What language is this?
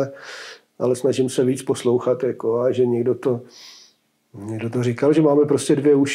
Czech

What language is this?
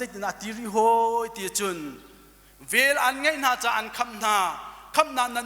Hakha Chin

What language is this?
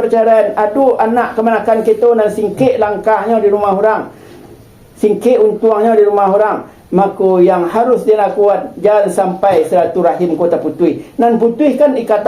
Minangkabau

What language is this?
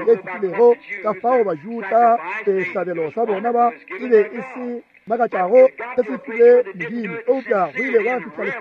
Northern Sotho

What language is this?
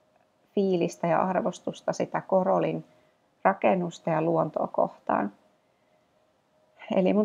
Finnish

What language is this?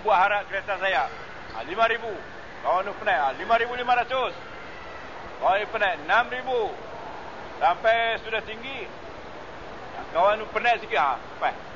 Malay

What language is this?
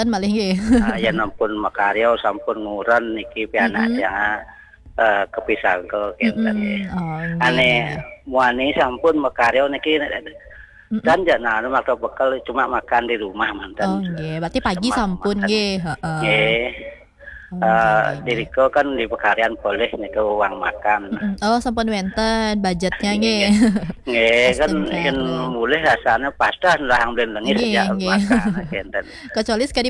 Balinese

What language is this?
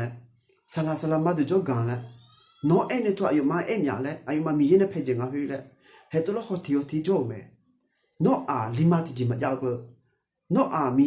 Akha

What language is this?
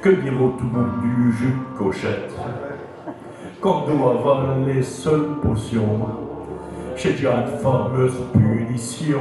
Picard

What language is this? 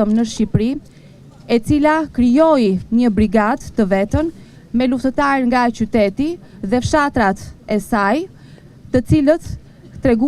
Albanian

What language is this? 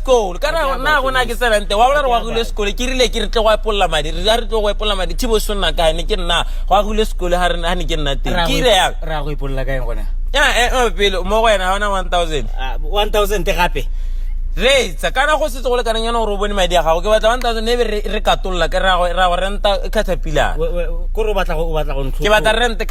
Tswana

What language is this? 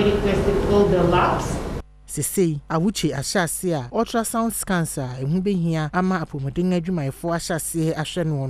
Akan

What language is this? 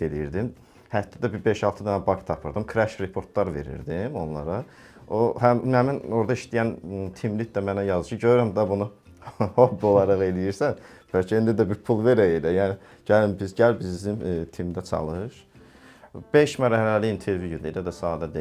Azerbaijani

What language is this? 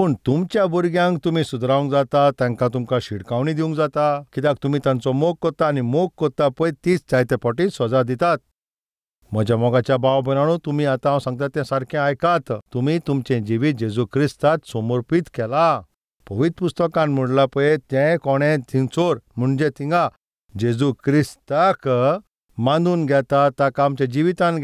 Konkani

